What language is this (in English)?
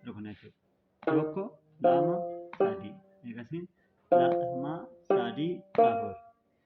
Oromo